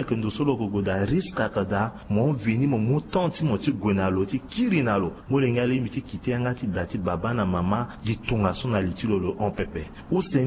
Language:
Sango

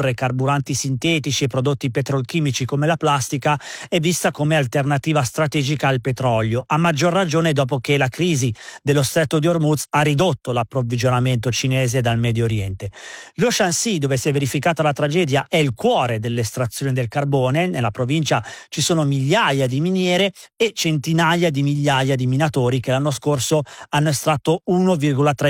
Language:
Italian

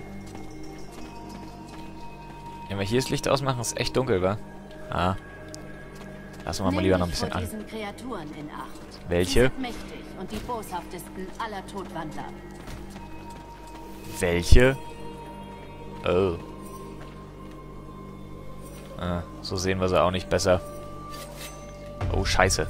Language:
German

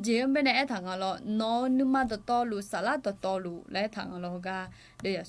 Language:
Akha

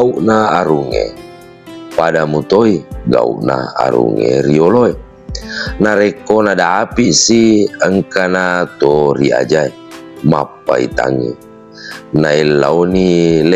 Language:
Buginese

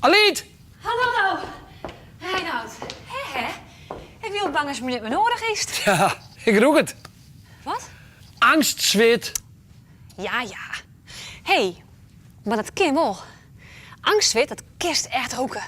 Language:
Western Frisian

